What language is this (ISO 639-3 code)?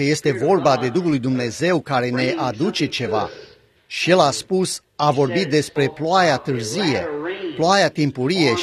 ron